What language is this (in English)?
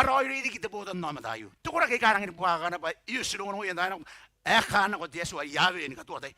Gilbertese